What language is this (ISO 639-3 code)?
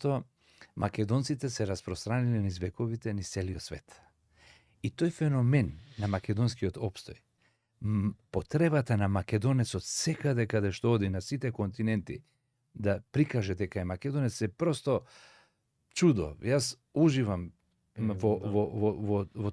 mkd